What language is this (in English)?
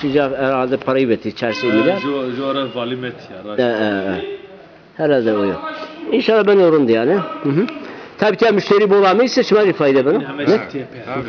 Zaza